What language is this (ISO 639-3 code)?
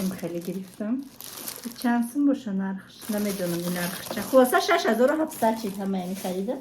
tgk